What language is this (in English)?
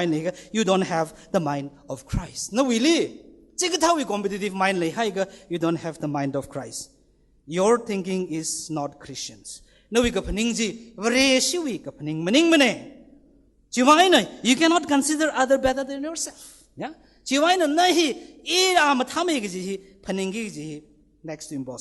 Tangkhul Naga (India)